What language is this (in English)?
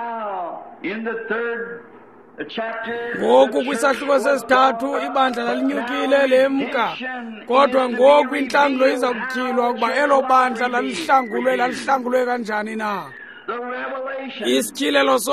Xhosa